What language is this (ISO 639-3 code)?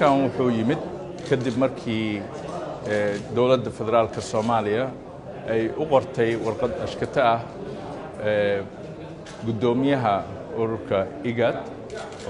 som